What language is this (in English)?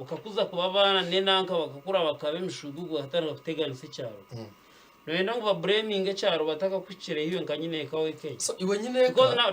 Nyankole